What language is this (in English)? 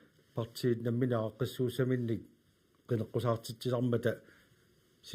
Kalaallisut